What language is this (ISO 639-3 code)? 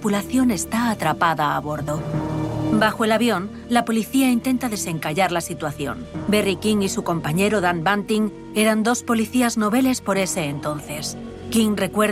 spa